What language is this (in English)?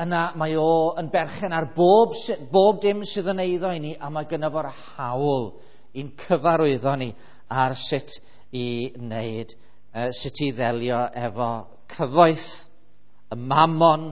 Welsh